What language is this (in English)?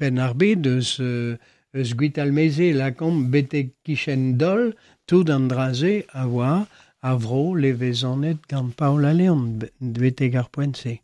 Breton